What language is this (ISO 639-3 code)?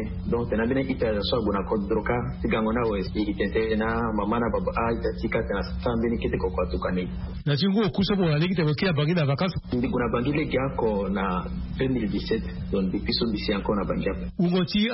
sag